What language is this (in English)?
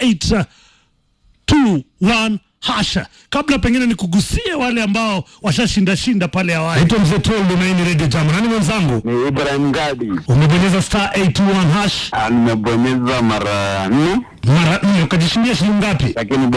Swahili